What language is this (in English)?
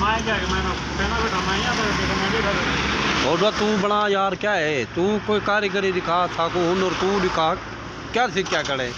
Saraiki